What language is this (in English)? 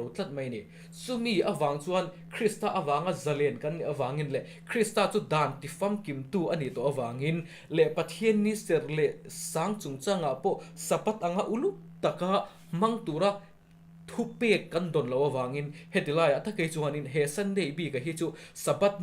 Mizo